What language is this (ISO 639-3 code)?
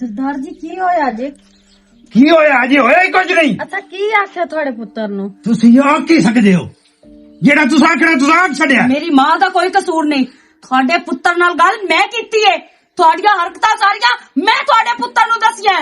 lah